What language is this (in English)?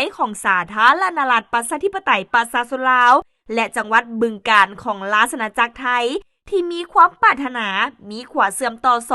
Lao